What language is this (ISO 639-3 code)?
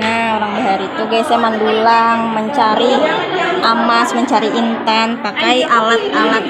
bjn